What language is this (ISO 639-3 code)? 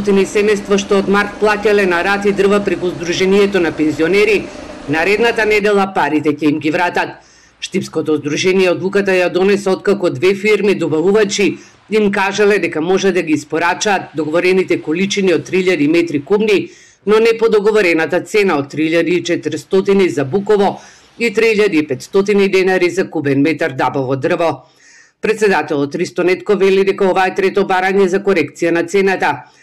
mkd